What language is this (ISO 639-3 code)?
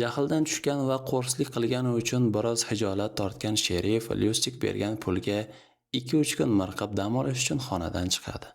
uzb